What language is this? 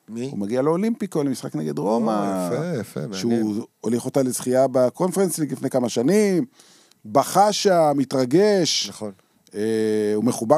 Hebrew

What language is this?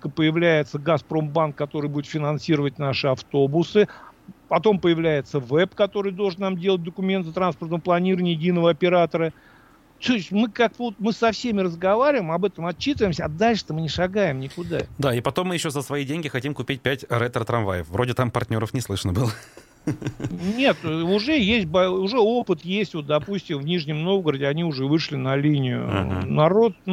Russian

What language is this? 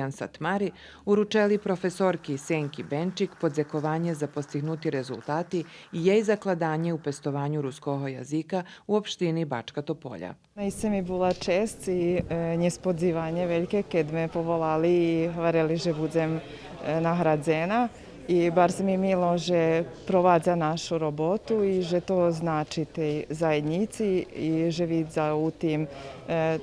Rusyn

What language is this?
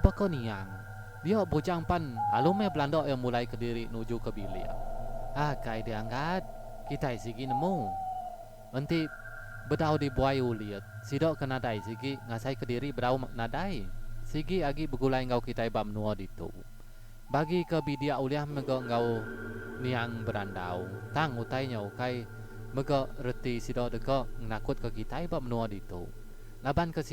Iban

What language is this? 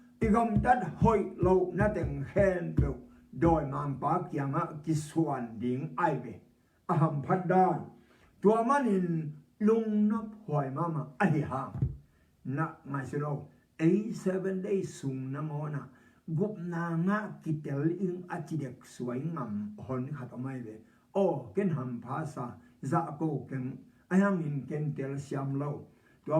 Tedim Chin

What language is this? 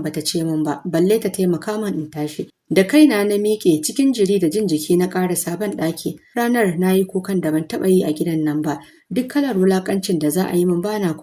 Hausa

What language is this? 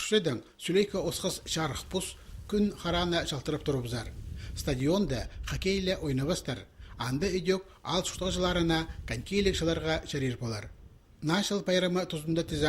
Khakas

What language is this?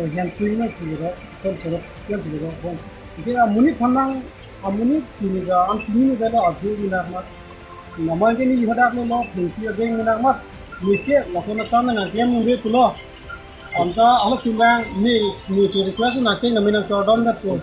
Karbi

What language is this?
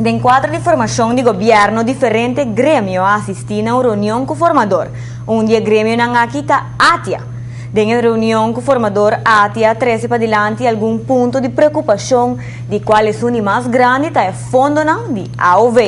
Papiamento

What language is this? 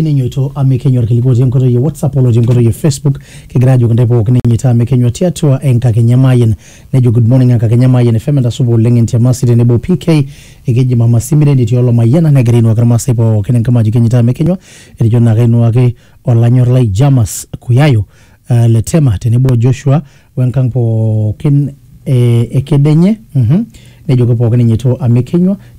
Masai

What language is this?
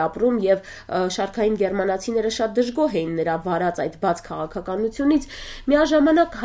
Armenian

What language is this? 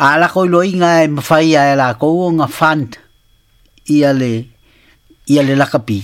Samoan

